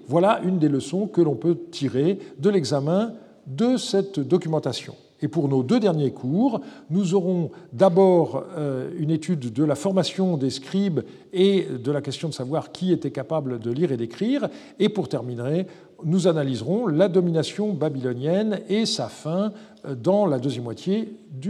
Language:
French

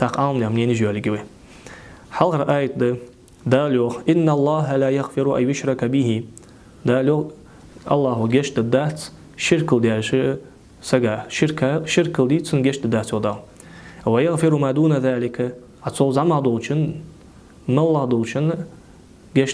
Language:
Ingush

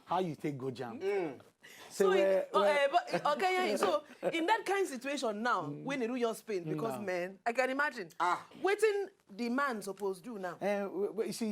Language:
Nigerian Pidgin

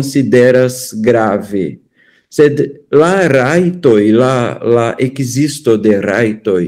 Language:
Esperanto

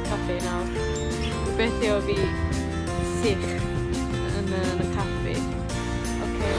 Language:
Welsh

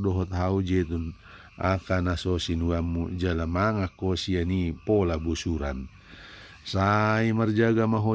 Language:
Batak Toba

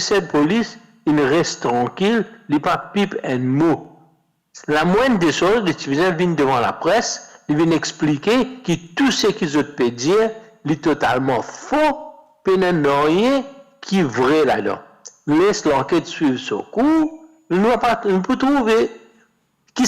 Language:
Morisyen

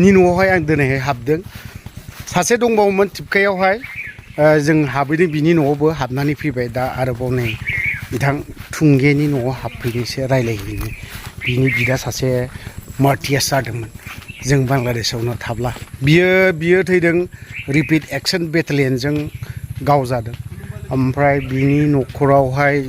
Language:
Bodo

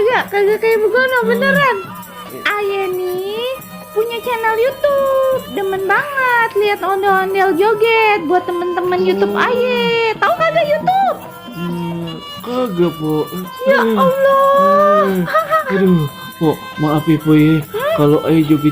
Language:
Betawi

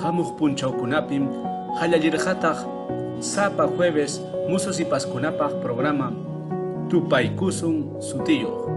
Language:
Ayacucho Quechua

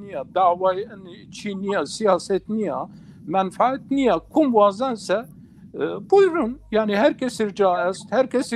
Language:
Zaza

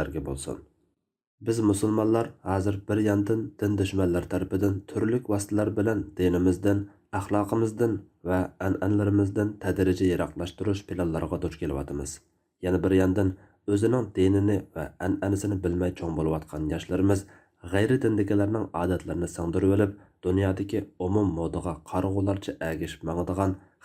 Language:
Uyghur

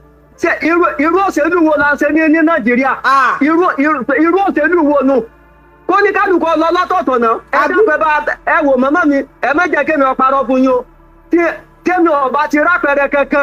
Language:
Yoruba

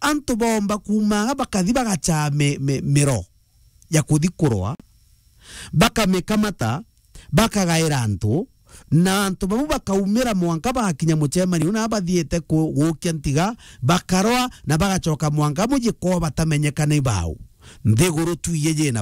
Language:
Meru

